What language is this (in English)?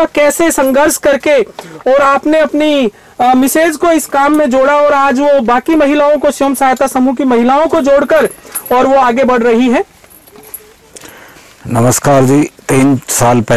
Hindi